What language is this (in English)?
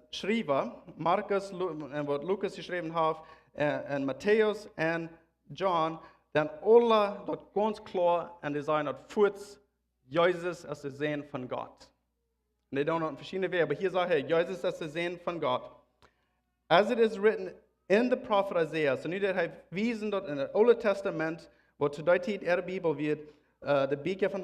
Plautdietsch